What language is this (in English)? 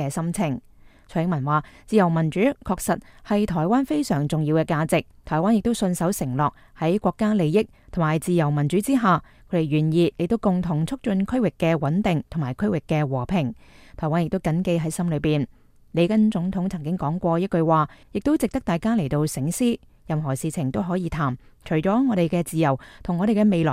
Cantonese